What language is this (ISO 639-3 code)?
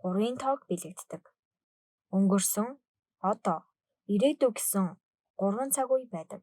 mon